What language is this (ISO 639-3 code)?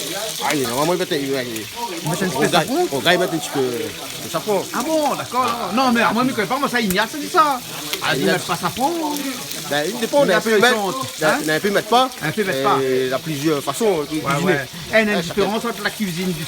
rcf